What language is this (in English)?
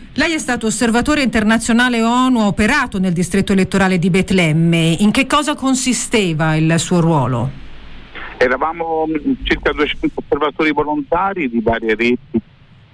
Italian